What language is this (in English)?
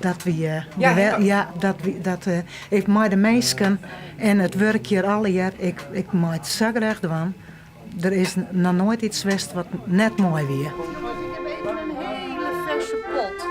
Western Frisian